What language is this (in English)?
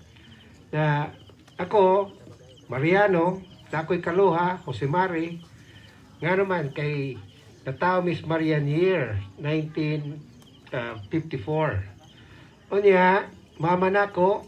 Cebuano